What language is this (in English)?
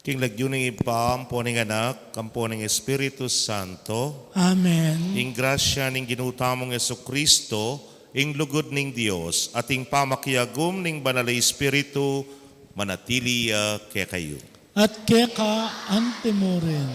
Pampanga